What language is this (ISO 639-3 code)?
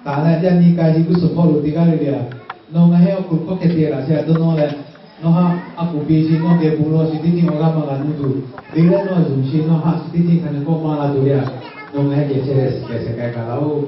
lhu